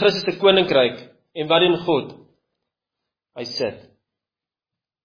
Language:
Afrikaans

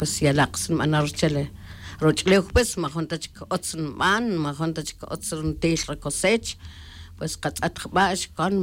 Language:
Tz'utujil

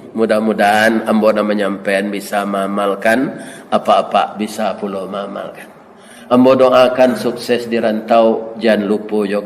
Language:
Minangkabau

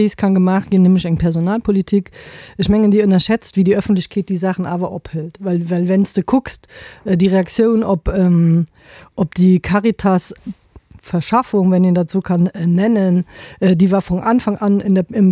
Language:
Luxembourgish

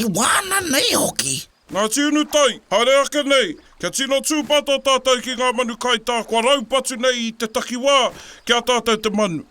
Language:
Māori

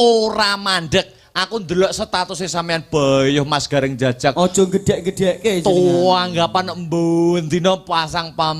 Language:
Javanese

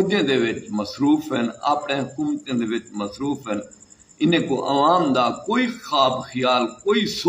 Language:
Saraiki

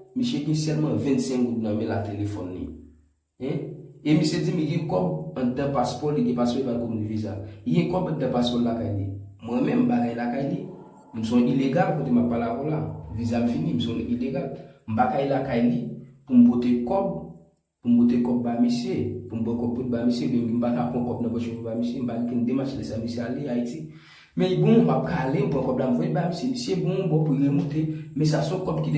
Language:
Haitian Creole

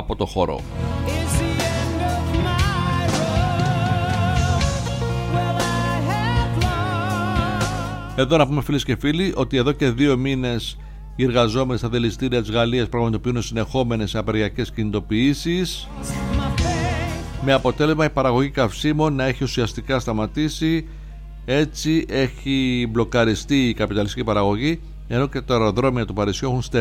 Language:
Greek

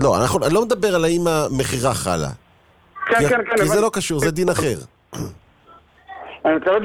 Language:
Hebrew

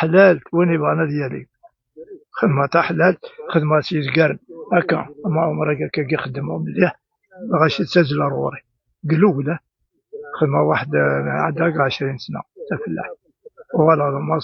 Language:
Kabyle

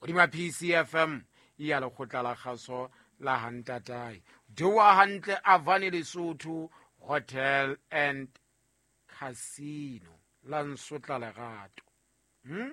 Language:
Southern Sotho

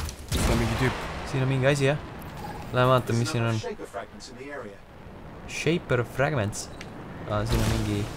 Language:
Estonian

